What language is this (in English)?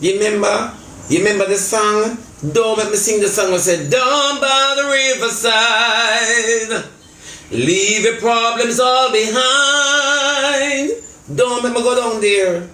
Jamaican Creole English